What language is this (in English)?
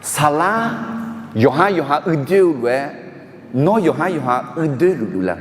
Akha